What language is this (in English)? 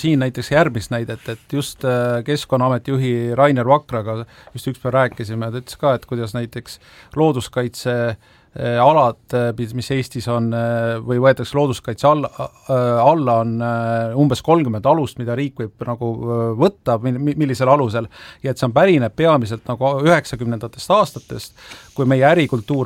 Estonian